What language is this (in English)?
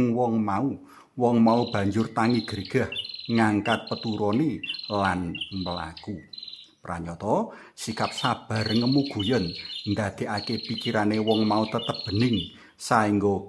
Javanese